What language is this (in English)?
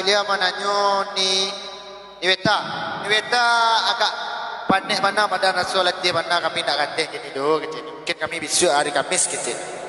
Minangkabau